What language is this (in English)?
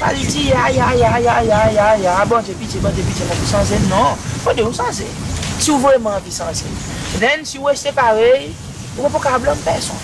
Seselwa Creole French